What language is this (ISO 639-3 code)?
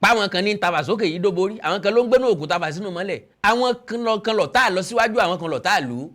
yor